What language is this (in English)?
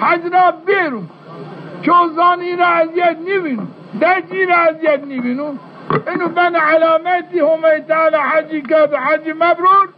Zaza